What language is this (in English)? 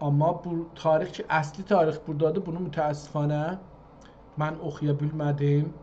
South Azerbaijani